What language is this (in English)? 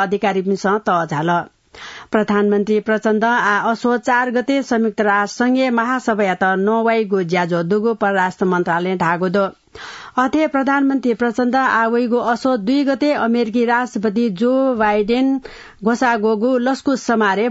Newari